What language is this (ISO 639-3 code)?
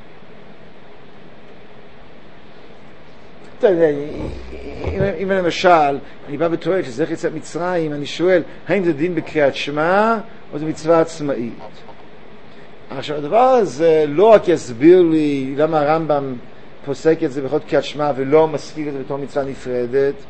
heb